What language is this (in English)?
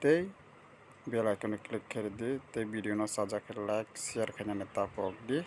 Kok Borok